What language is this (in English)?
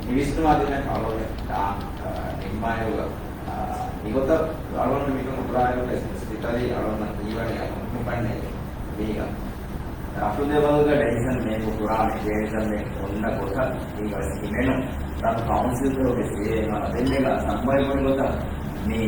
Divehi